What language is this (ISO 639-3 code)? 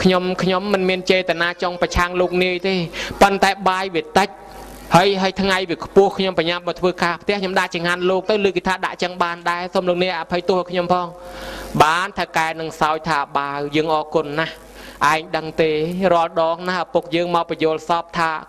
khm